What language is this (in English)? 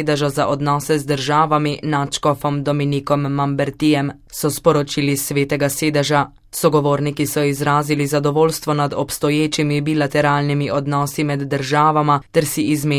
Slovenian